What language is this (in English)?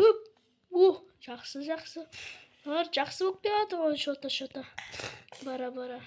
Kazakh